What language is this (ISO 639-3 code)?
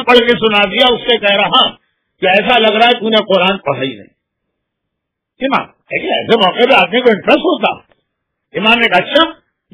urd